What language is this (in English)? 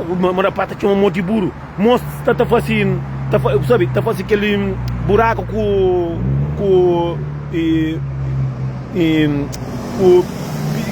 Kabuverdianu